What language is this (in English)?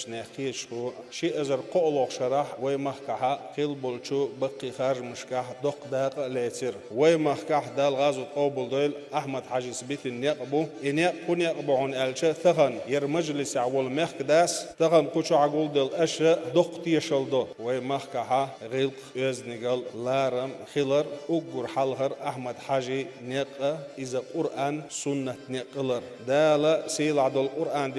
Chechen